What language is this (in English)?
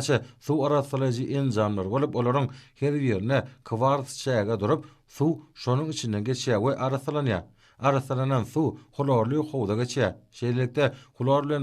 Turkmen